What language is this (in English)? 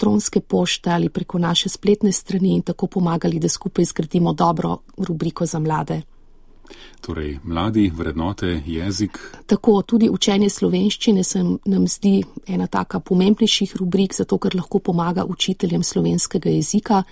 Slovenian